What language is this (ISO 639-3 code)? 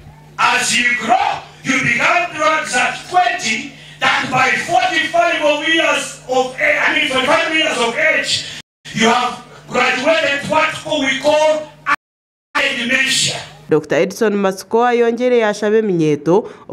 nyn